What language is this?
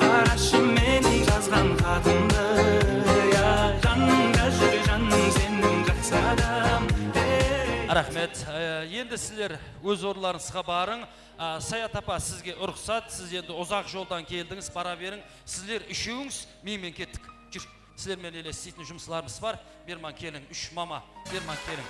Kara-Kalpak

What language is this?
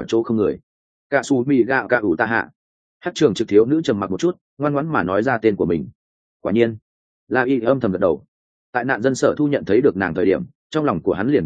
Vietnamese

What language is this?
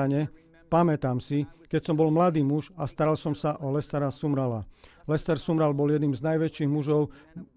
Slovak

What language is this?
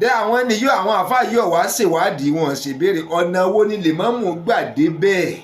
Yoruba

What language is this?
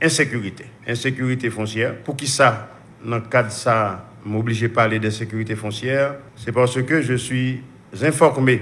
Haitian Creole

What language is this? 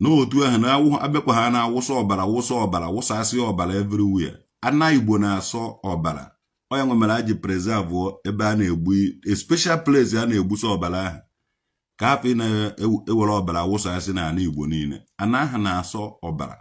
Igbo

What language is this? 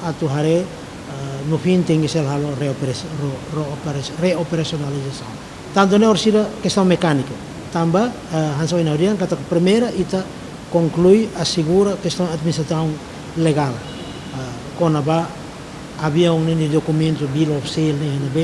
Tetum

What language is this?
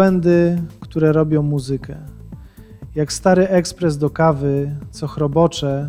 Polish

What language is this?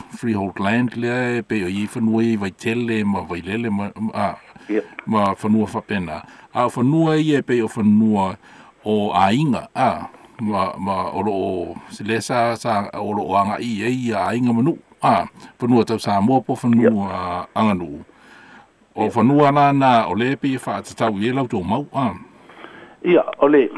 Samoan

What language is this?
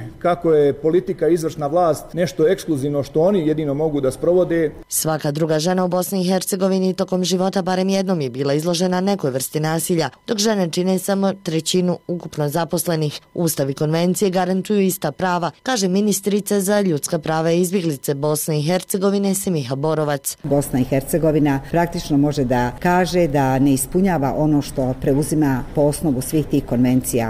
Bosnian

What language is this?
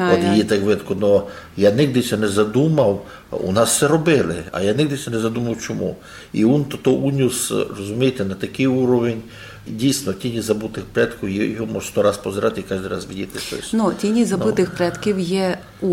Rusyn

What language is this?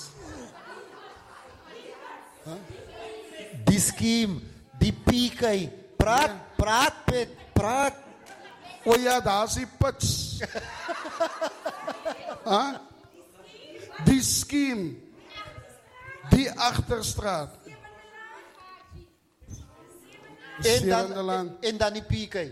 Afrikaans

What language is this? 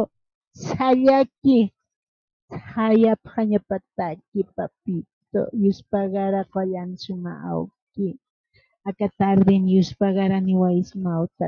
Aymara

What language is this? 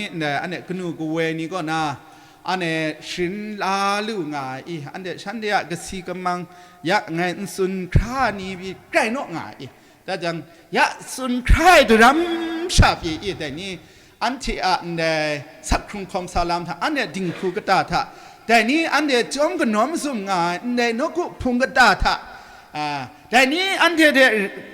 Kachin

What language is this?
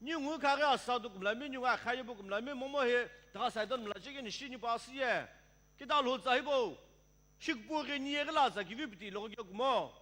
Sumi Naga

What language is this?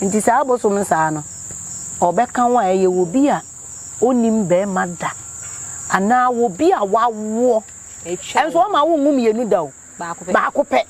Akan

